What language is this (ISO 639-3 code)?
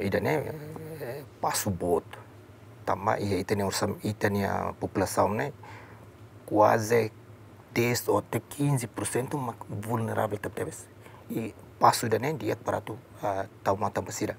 tet